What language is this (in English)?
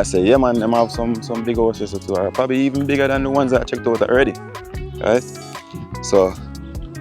Jamaican Creole English